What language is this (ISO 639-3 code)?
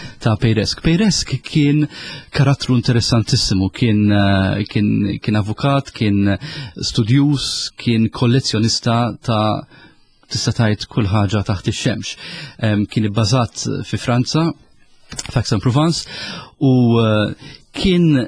mlt